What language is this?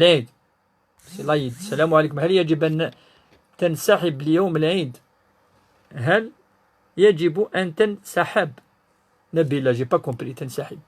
Kabyle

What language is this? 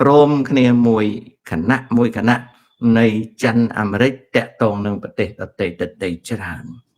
Khmer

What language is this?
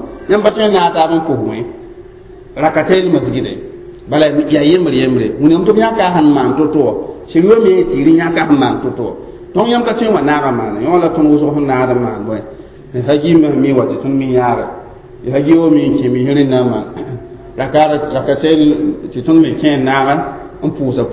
Mossi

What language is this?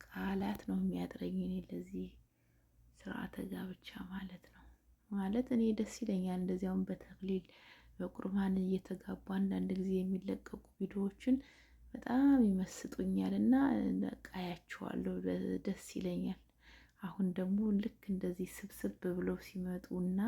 Amharic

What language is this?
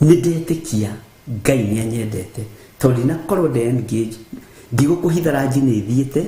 Kikuyu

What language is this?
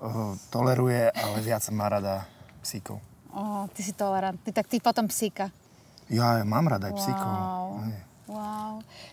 Slovak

